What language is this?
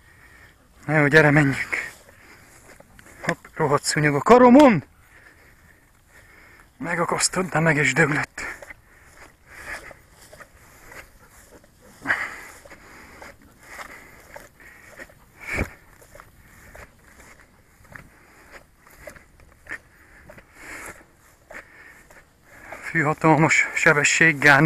Hungarian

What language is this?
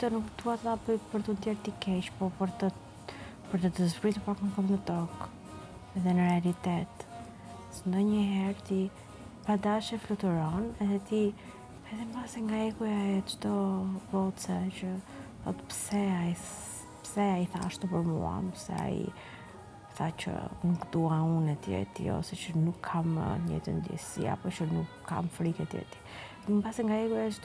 Albanian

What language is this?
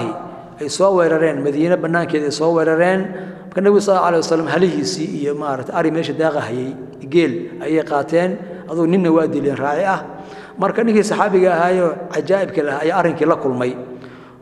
Somali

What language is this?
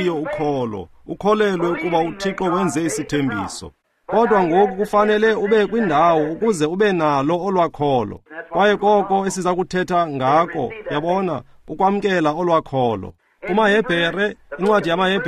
Xhosa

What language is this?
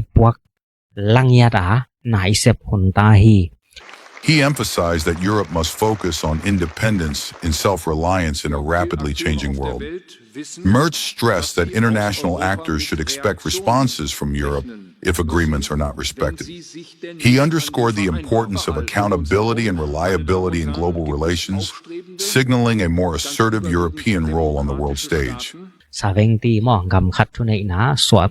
Tedim Chin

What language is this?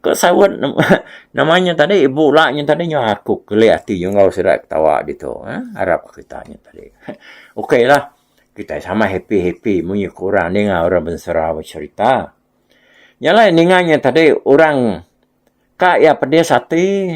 Iban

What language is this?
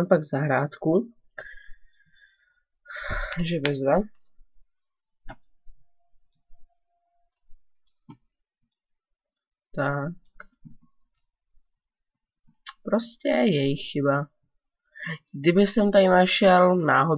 Czech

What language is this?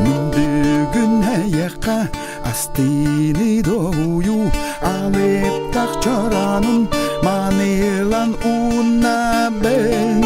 Yakut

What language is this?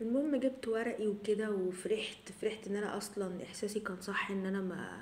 Egyptian Arabic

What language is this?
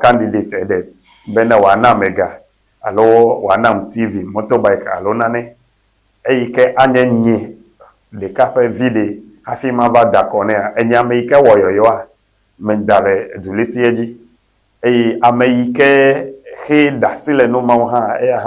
Ewe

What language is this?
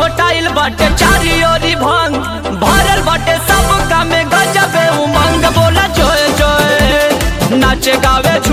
Bhojpuri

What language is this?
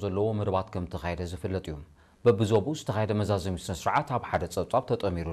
Tigrinya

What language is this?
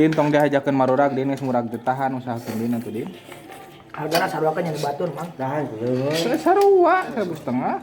Sundanese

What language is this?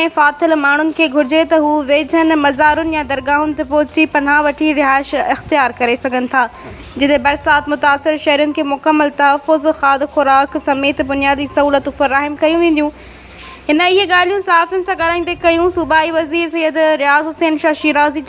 Sindhi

